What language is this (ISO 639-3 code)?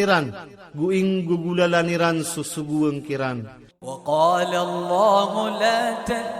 mrw